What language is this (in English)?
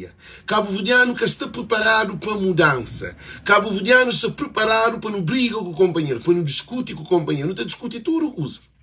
Kabuverdianu